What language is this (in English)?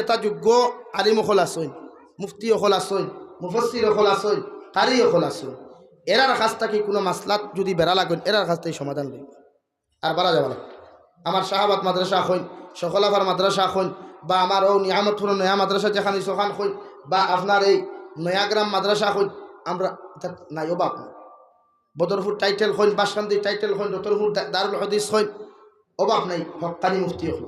Sylheti